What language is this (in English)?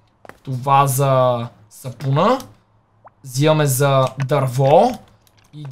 Bulgarian